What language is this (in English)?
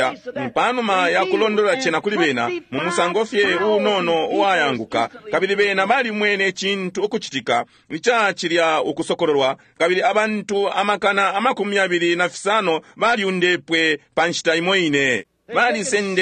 Bemba